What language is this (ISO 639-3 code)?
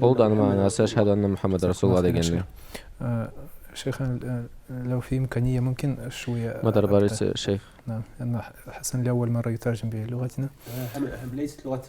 krc